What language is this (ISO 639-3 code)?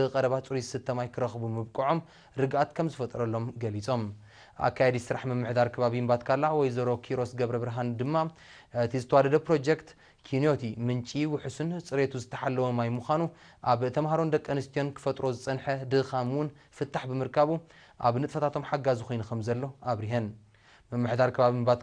tir